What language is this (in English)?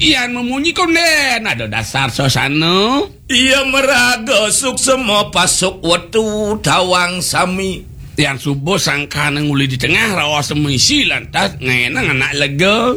Balinese